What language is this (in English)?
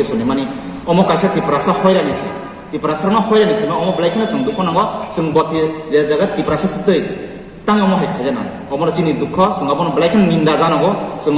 Kok Borok